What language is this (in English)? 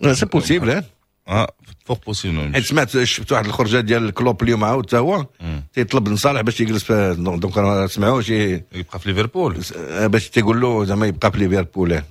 Moroccan Arabic